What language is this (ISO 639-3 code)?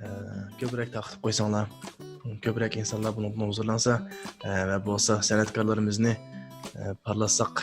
uig